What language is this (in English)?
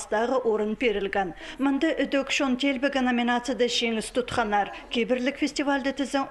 Khakas